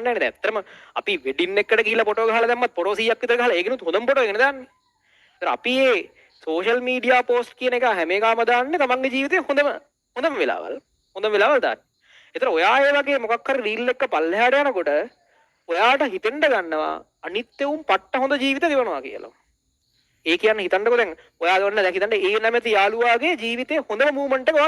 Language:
Sinhala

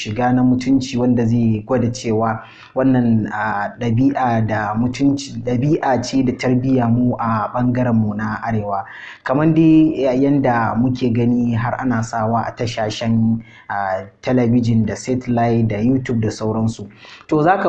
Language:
Hausa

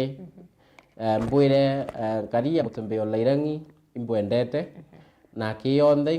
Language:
Meru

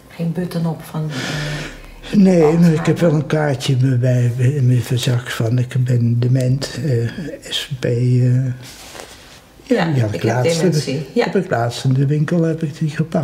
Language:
Dutch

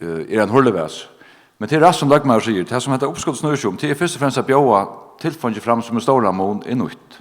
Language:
Faroese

